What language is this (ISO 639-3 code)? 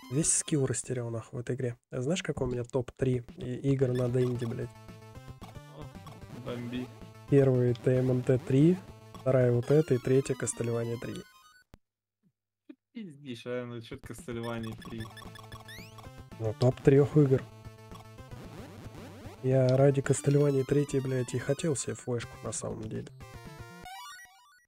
rus